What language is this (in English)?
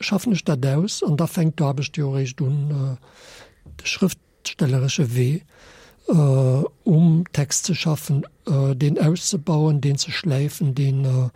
Luxembourgish